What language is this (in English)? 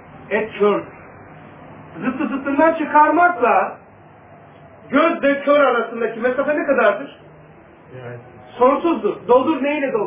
Turkish